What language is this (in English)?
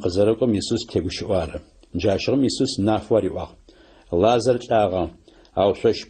Adyghe